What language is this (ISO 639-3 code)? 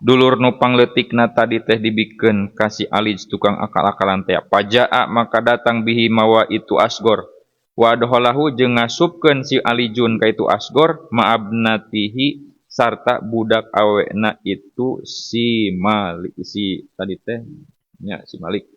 sun